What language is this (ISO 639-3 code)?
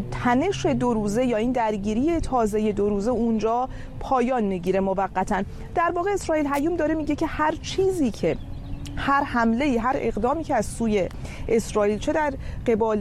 fas